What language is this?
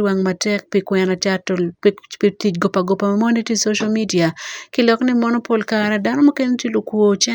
Acoli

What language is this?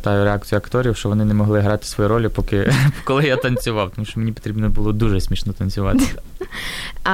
Ukrainian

